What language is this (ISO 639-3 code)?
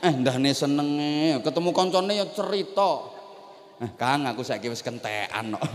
jav